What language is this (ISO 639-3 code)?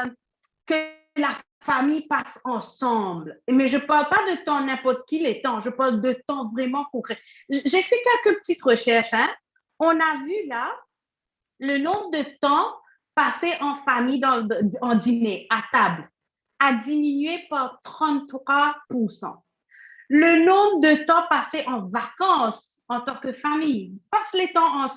mfe